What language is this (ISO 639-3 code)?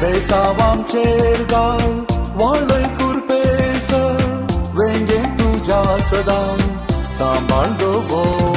kok